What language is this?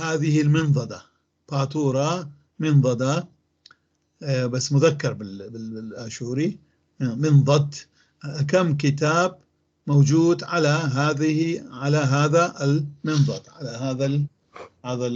North Levantine Arabic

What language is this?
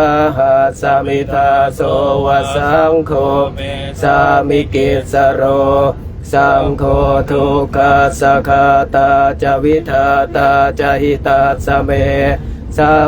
Pali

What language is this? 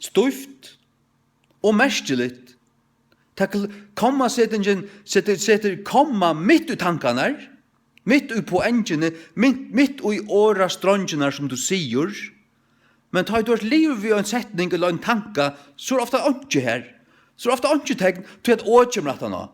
Faroese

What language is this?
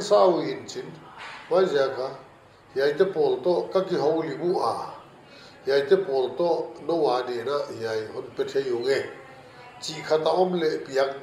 Paite Chin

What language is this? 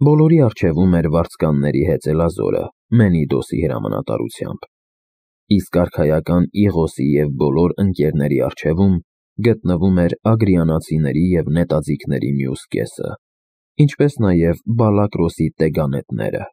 Armenian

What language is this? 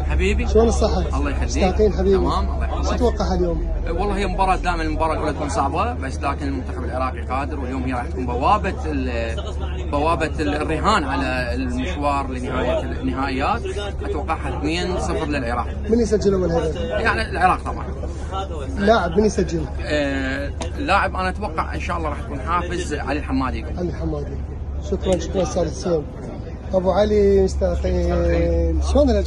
Mesopotamian Arabic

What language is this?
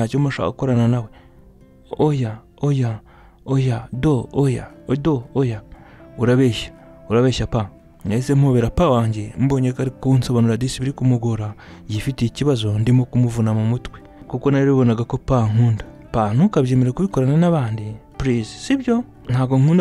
Kinyarwanda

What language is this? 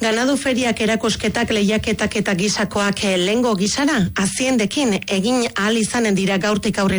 Basque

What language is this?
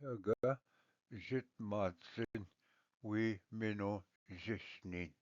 Ojibwa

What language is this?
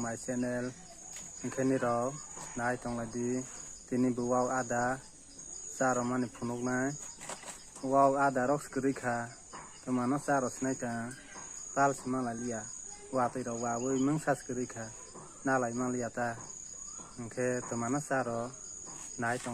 Kok Borok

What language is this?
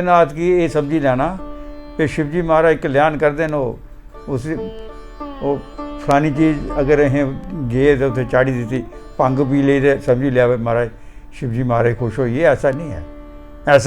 Dogri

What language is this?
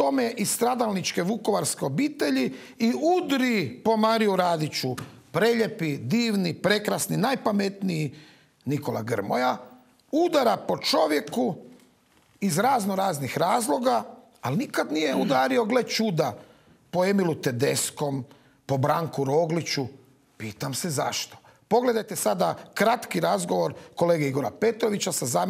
Croatian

